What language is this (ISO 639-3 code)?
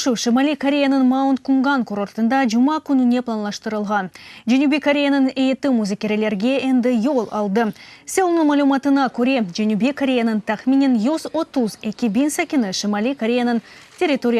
crh